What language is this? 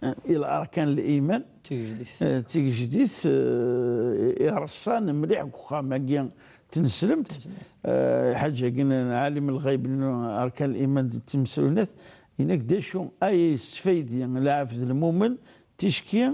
Kabyle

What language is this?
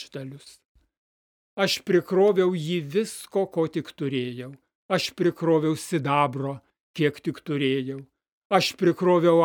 Lithuanian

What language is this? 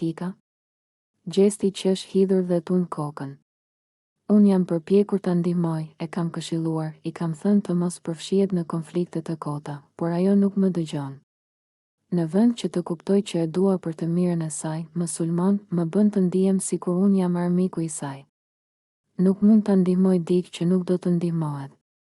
Albanian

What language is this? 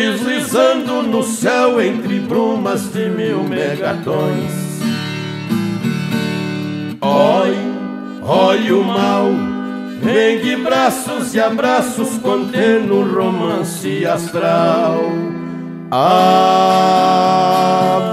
Portuguese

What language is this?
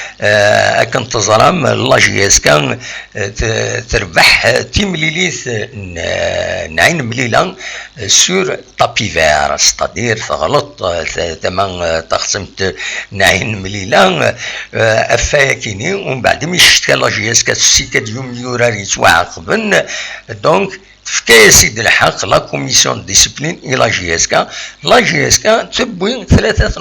Kabyle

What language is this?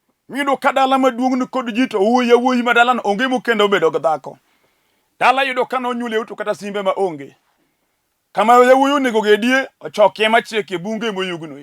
Luo (Kenya and Tanzania)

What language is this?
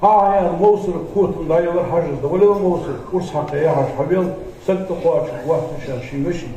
Ingush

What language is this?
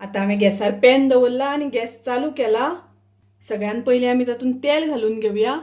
Konkani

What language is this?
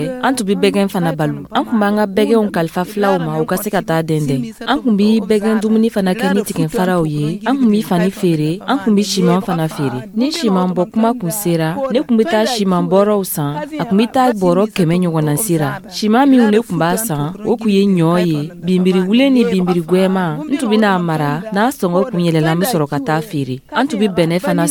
Dyula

